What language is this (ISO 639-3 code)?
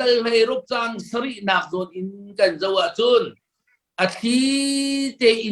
cnh